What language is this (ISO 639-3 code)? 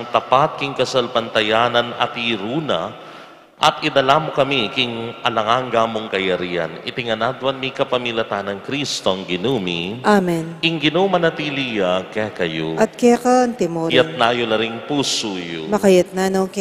pam